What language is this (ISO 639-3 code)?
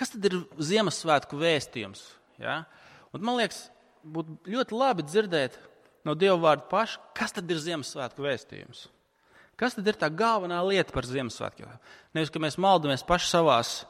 lav